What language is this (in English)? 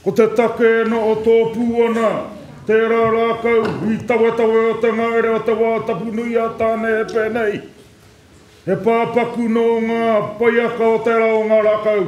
Māori